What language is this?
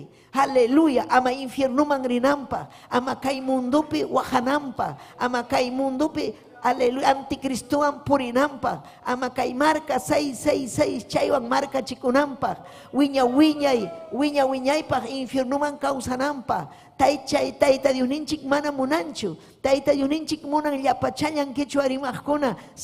Ayacucho Quechua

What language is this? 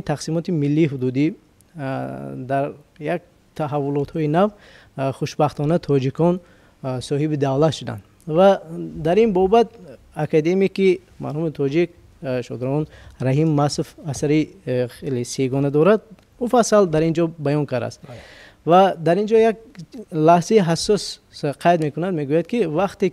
Tajik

